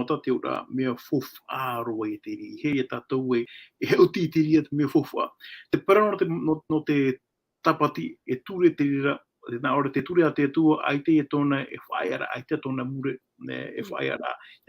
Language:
Tahitian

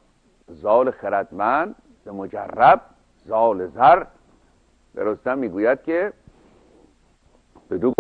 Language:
Persian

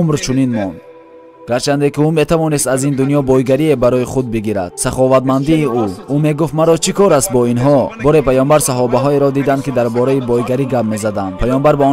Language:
Tajik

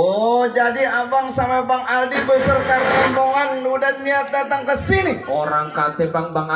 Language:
Betawi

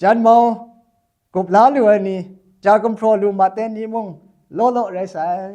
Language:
Kachin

